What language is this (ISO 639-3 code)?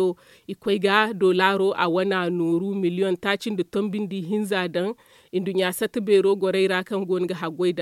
dje